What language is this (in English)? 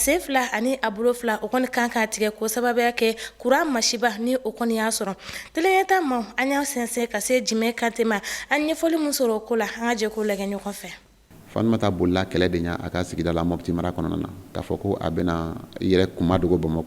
Bambara